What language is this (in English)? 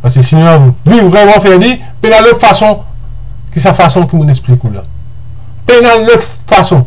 Morisyen